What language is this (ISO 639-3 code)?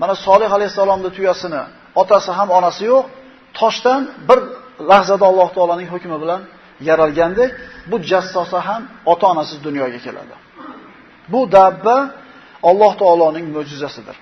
uzb